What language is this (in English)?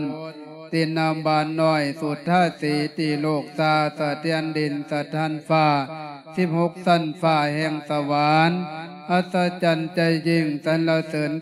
Lao